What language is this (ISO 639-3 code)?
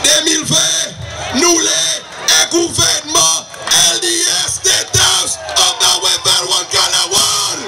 crs